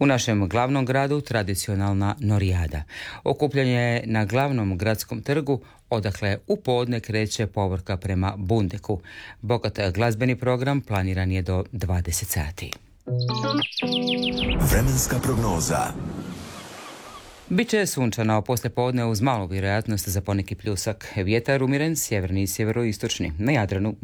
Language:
Croatian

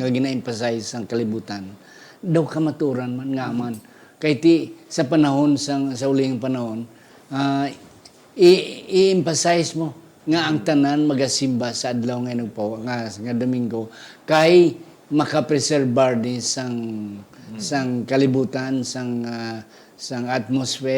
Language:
Hiligaynon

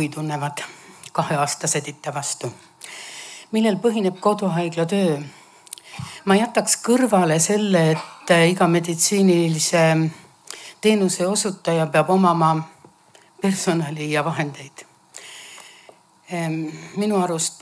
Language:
Estonian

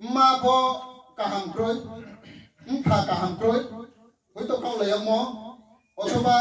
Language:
Riang (India)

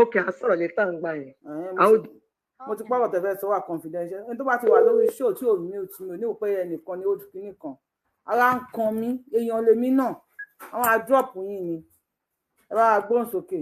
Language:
Yoruba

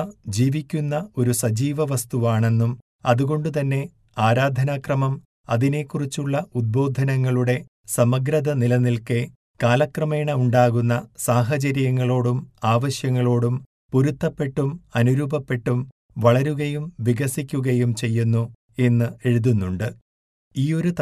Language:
Malayalam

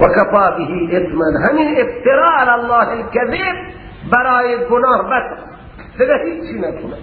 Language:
Persian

